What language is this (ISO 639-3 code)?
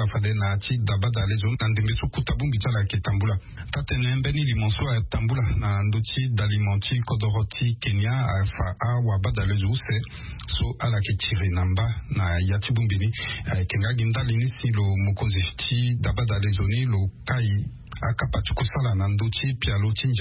sag